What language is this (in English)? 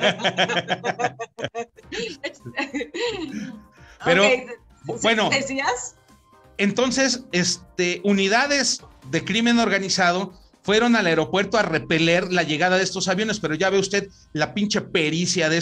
Spanish